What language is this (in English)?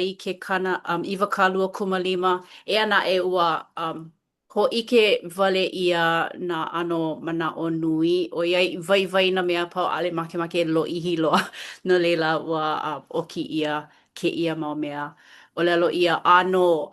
Hawaiian